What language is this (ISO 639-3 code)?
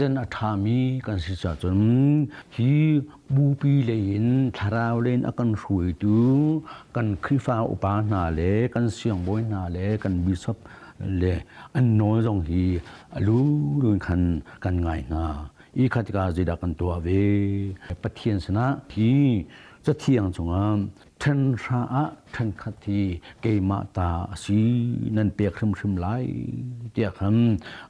cnh